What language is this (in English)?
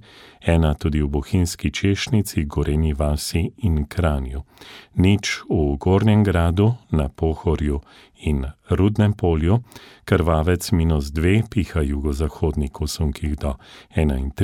Slovenian